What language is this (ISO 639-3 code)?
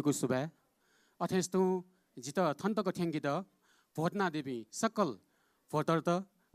new